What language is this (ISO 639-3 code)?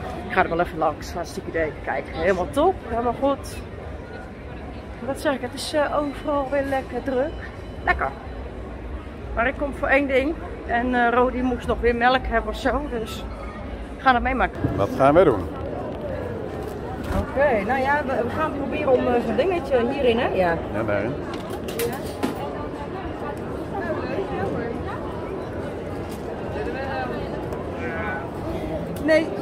nld